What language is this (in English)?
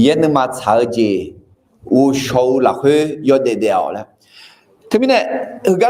Akha